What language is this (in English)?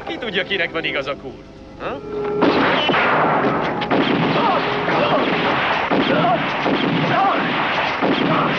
Hungarian